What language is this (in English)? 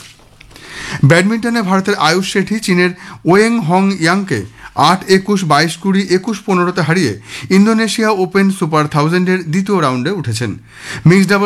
Bangla